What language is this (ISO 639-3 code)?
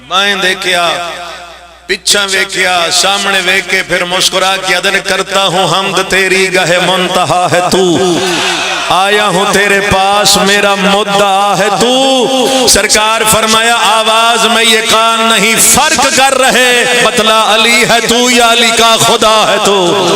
phr